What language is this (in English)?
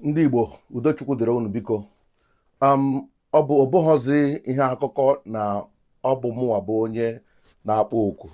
Igbo